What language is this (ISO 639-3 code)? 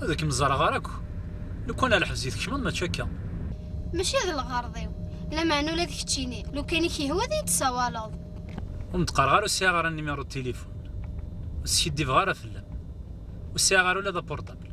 kab